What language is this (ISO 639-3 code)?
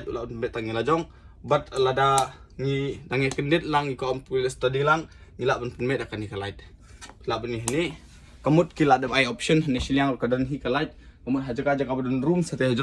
kha